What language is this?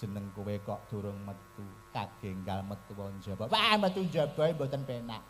Javanese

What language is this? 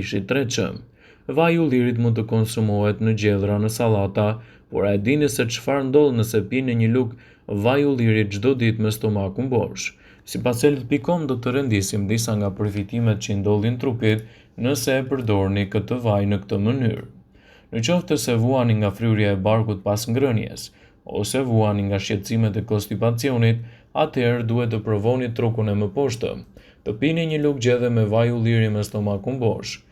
Albanian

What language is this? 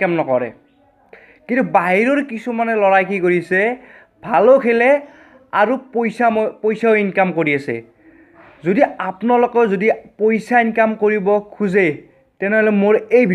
Assamese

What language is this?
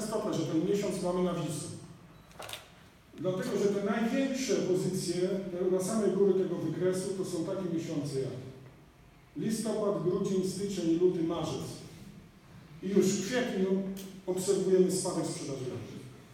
Polish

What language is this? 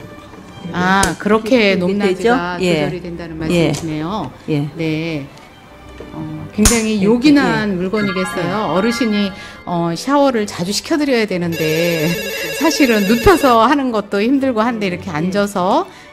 Korean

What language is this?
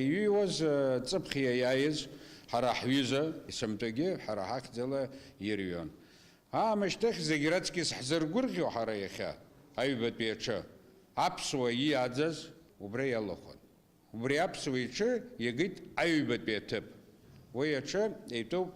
Abkhazian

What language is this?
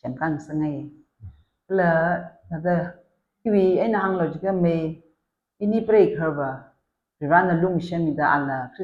Tangkhul Naga (India)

